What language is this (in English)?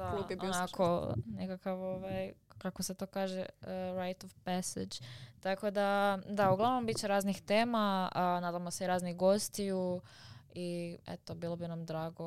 Croatian